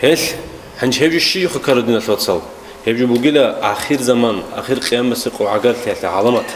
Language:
Avaric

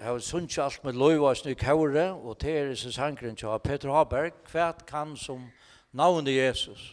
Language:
Faroese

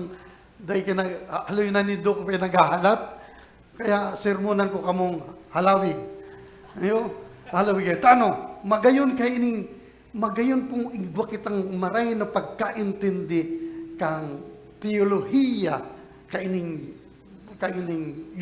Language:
Bikol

